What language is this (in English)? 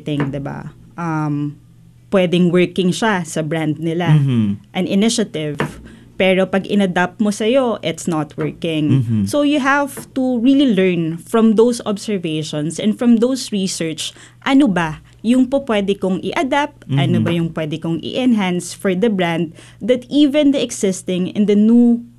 Filipino